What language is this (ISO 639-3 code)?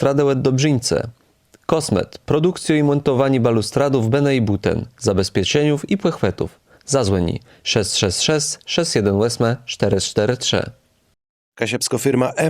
csb